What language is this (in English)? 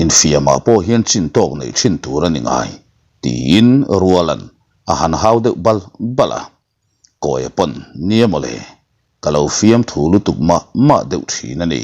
Mizo